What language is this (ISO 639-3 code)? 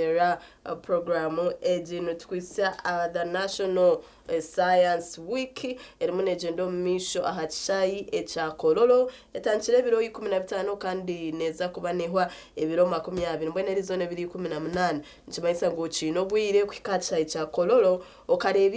nyn